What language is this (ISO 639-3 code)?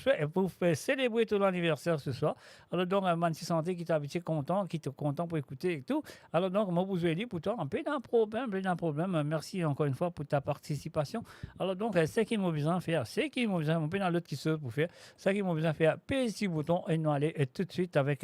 mfe